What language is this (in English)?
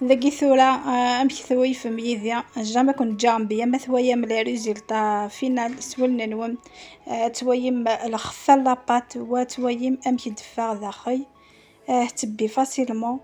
Kabyle